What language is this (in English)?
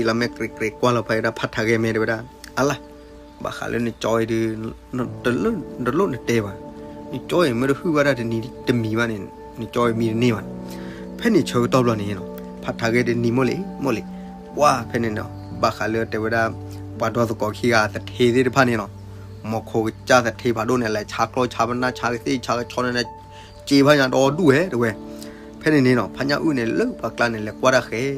S'gaw Karen